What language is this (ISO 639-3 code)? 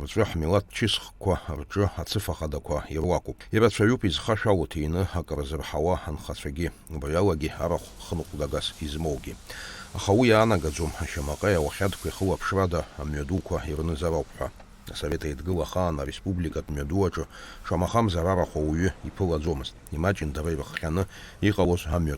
abk